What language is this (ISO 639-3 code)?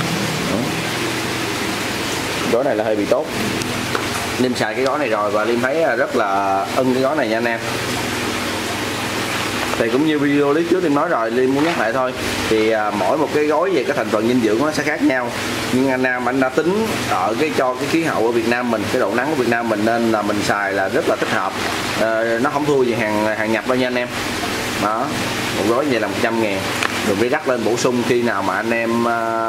vie